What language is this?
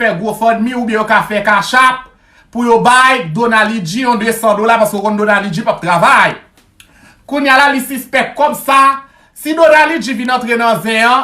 Haitian Creole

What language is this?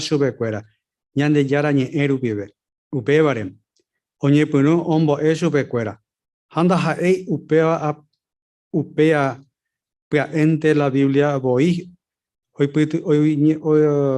Guarani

